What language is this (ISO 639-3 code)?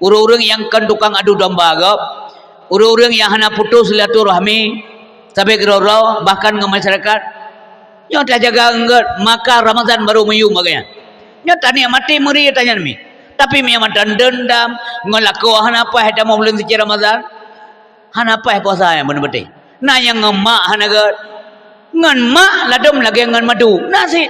ace